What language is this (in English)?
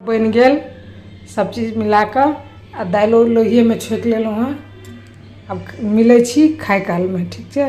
Maithili